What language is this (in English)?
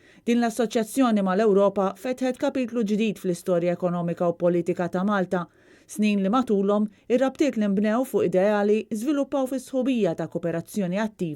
Maltese